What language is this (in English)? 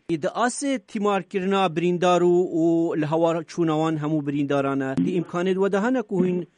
Kurdish